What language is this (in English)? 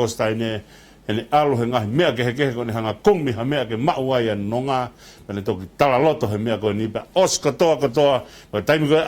Tongan